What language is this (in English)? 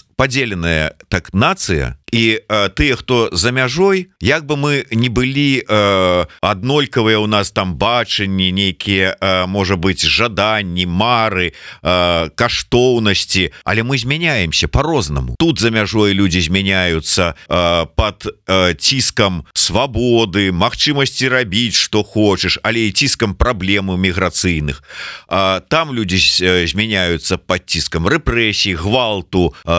Belarusian